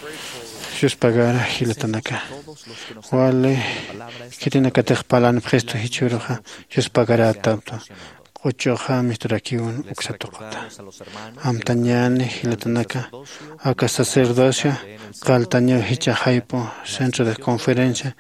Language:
Aymara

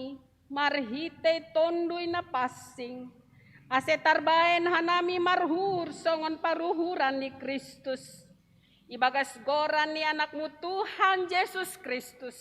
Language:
Batak Simalungun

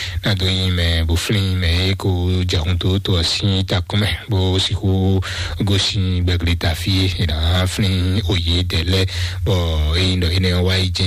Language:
Fon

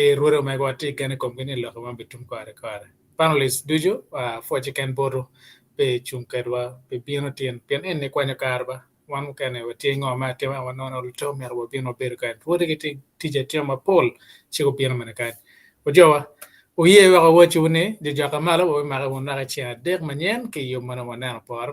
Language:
Acoli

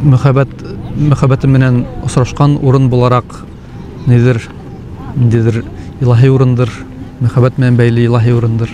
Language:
Bashkir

